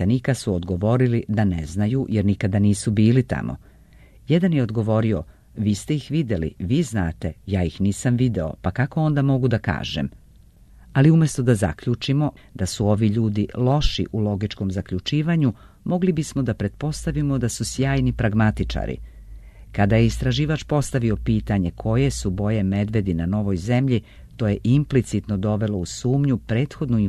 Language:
Serbian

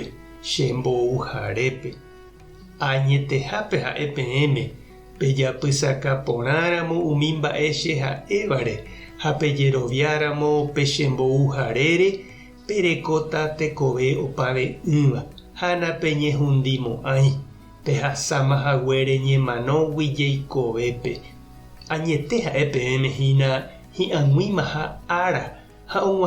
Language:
Guarani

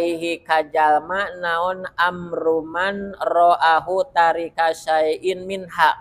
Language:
Sundanese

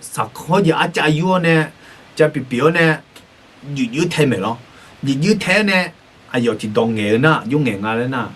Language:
Akha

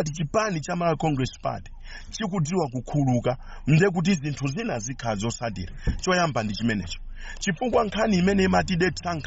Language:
Nyanja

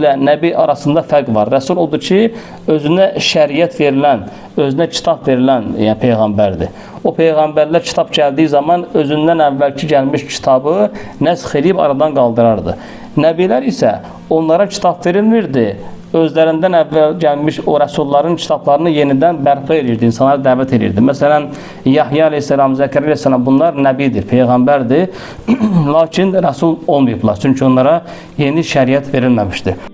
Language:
Azerbaijani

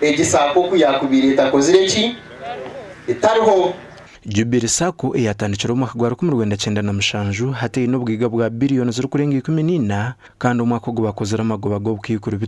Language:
Nyankole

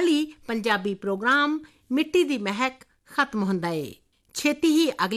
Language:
Punjabi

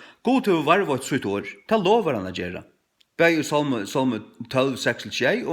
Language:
Faroese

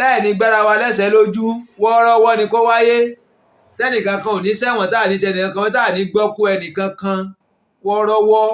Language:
Yoruba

